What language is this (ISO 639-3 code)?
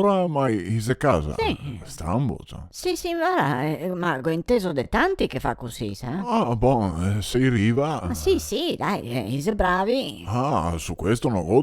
vec